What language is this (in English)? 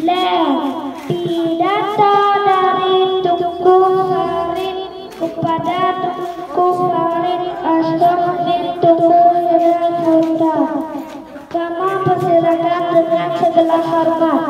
Achinese